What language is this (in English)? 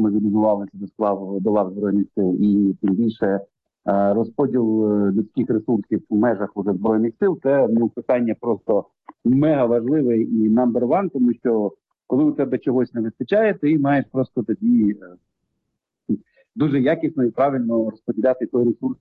Ukrainian